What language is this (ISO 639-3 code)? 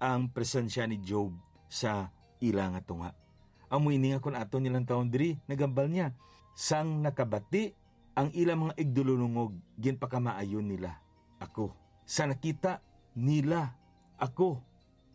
hil